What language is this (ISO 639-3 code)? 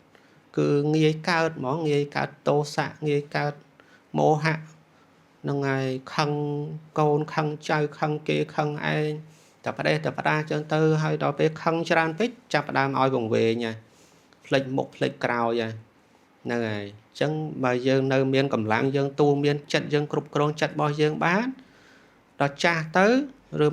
khm